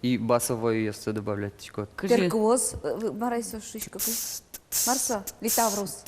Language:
Udmurt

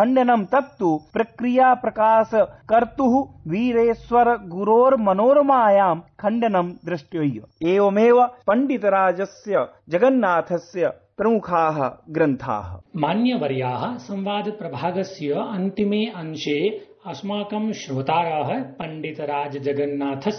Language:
Sanskrit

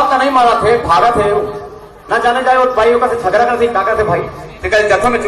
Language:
Chhattisgarhi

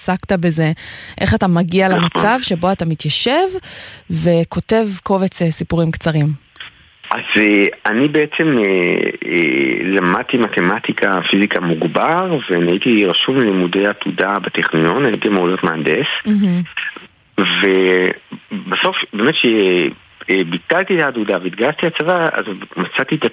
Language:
Hebrew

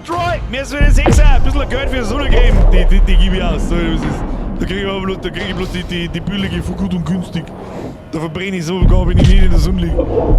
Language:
Bavarian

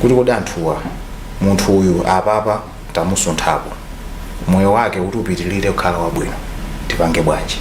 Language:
Nyanja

